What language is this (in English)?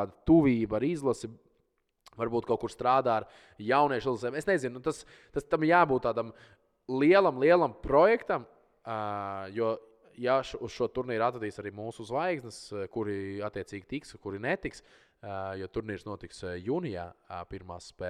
Latvian